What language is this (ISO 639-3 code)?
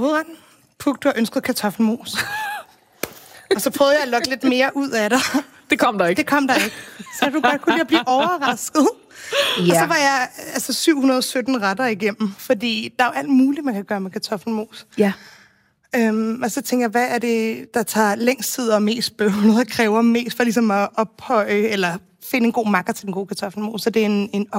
dan